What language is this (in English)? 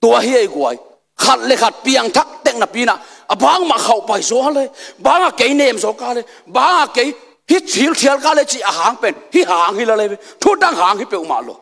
Tedim Chin